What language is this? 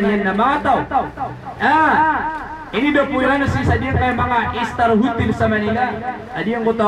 Maranao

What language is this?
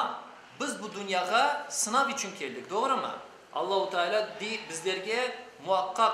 Crimean Tatar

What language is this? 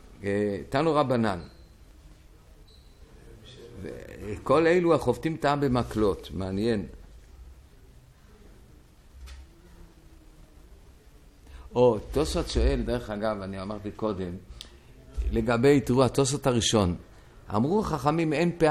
Hebrew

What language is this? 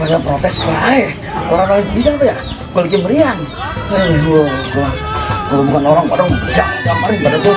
Betawi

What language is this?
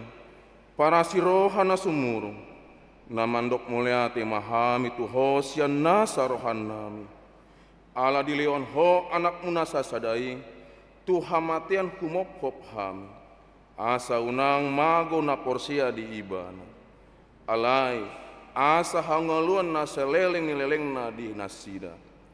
Batak Toba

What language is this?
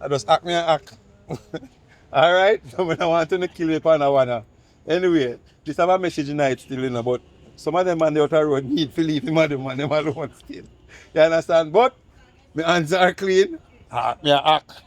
Jamaican Creole English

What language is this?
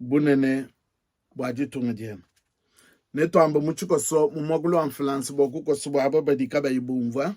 Luba-Lulua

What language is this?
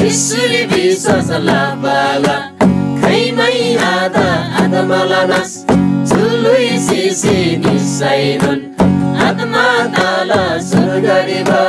Eastern Tamang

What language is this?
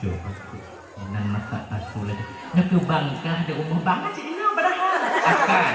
Achinese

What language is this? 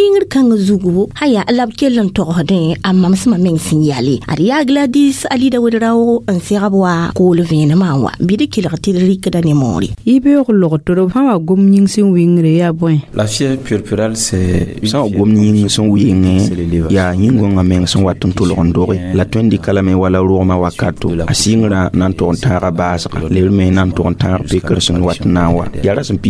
Mossi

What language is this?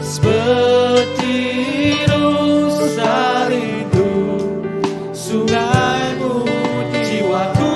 Iban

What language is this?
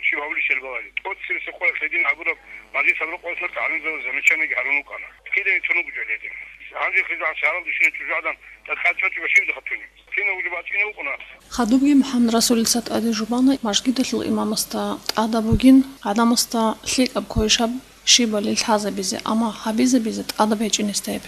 Avaric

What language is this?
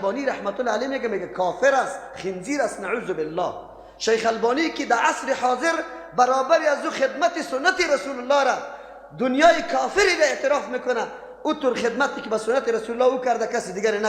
Persian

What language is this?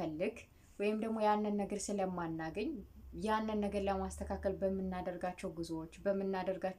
Amharic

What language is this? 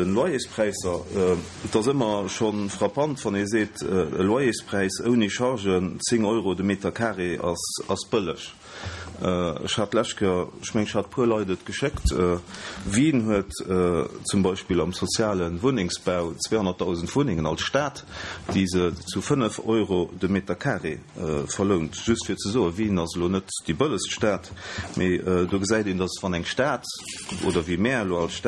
Luxembourgish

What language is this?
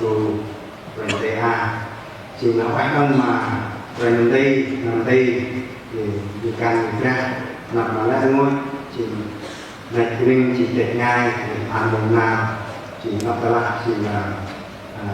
Central Mnong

